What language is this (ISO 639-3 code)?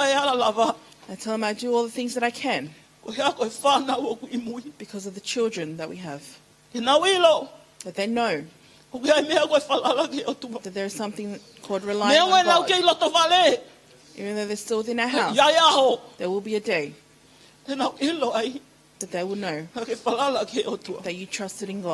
ton